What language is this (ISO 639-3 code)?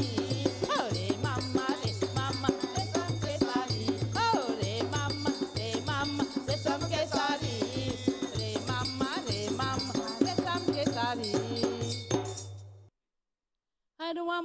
bho